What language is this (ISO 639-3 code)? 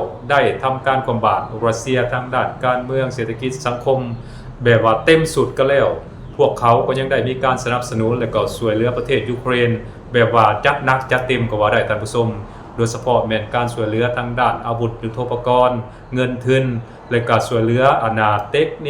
lao